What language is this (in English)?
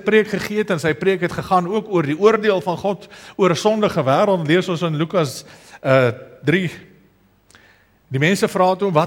Afrikaans